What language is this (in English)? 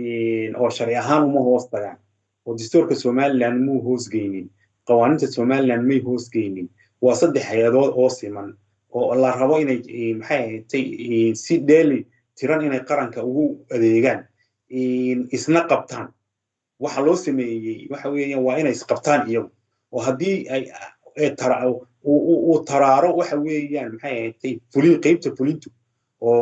Somali